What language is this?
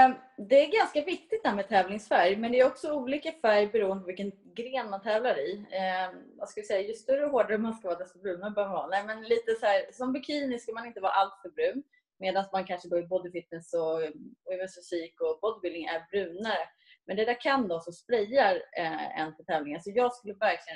Swedish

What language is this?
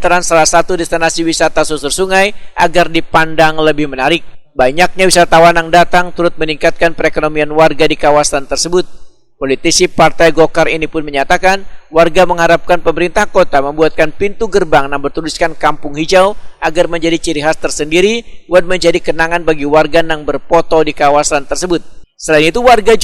Banjar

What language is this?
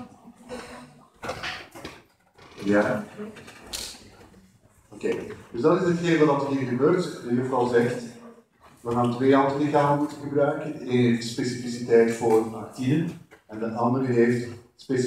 Dutch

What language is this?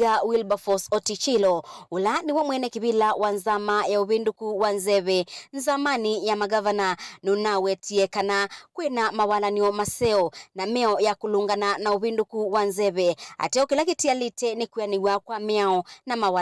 Kamba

